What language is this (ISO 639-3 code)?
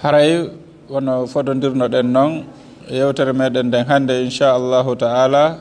ful